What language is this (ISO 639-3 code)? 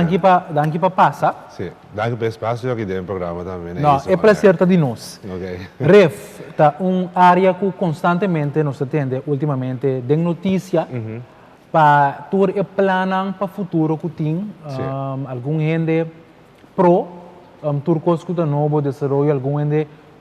pap